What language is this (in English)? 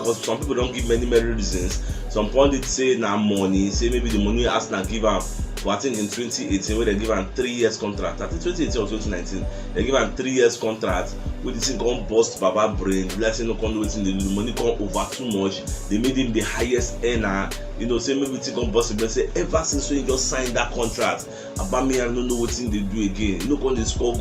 Nigerian Pidgin